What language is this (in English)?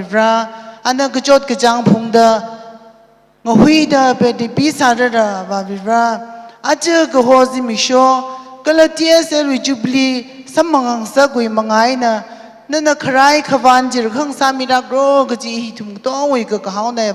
Tangkhul Naga (India)